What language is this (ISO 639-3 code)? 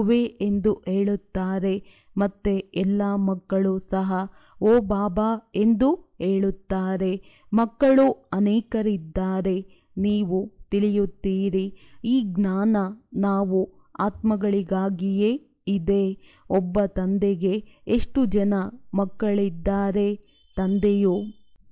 kan